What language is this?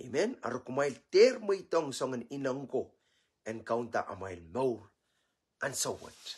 Pohnpeian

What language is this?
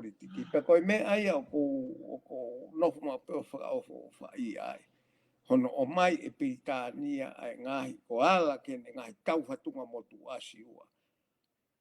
Tongan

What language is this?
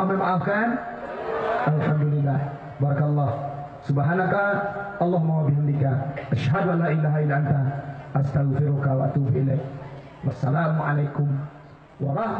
Minangkabau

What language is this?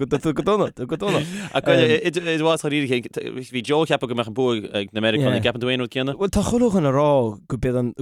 Irish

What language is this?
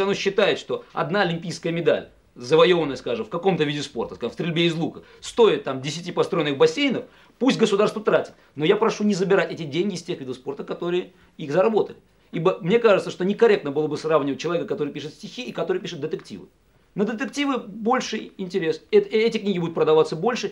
Russian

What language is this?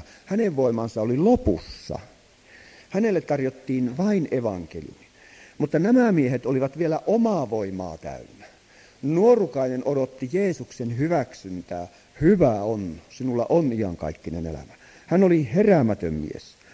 Finnish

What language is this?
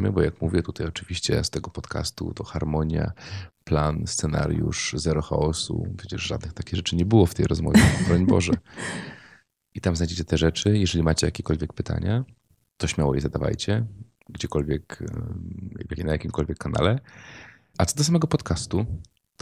Polish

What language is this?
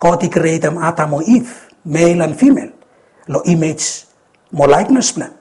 Bislama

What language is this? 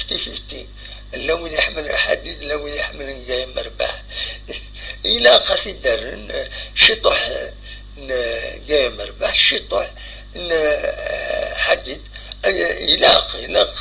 Kabyle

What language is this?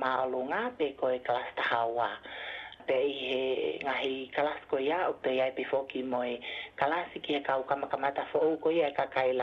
Tongan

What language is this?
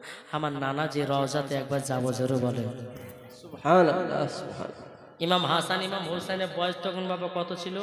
Bangla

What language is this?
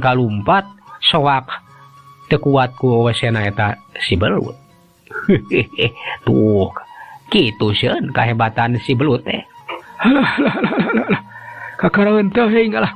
Sundanese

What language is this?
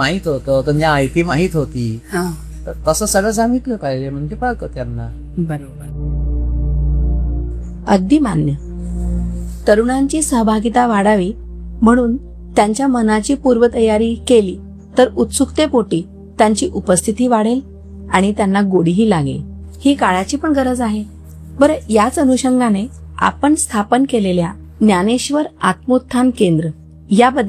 Marathi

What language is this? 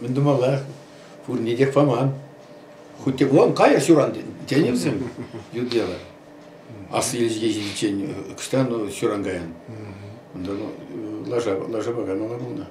Chuvash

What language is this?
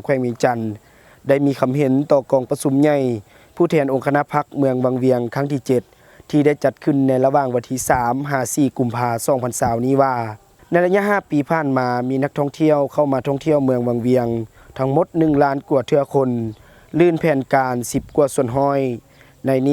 Lao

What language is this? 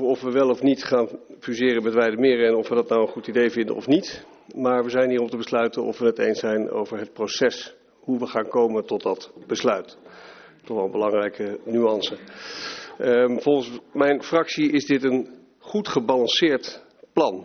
Dutch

